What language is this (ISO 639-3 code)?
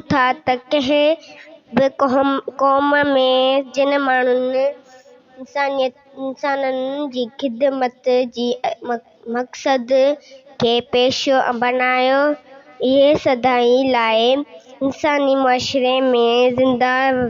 snd